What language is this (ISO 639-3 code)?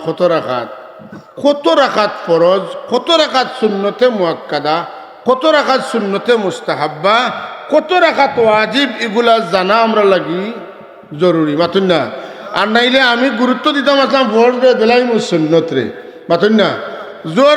syl